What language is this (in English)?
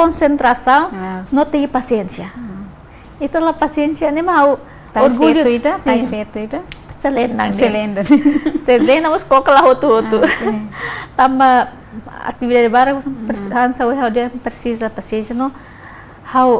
Tetum